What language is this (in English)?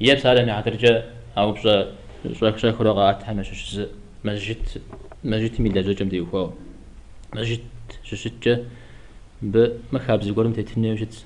Kabardian